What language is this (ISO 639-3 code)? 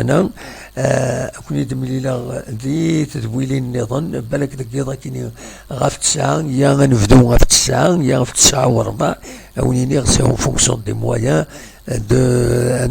kab